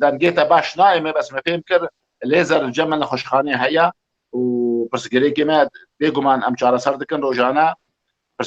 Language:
Kurdish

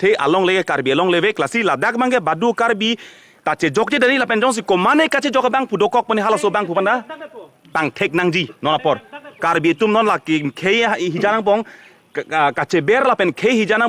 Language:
Karbi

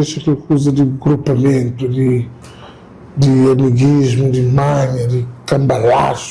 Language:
Kabuverdianu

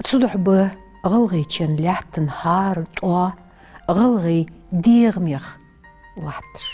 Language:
Ingush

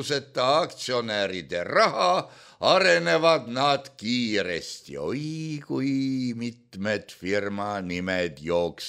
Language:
Estonian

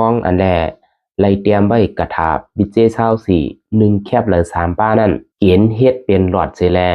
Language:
Shan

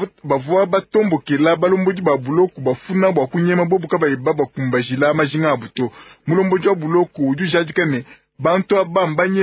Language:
Luba-Lulua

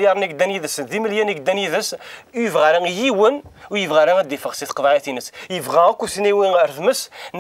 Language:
Kabyle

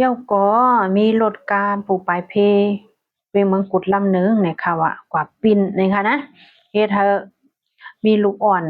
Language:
Shan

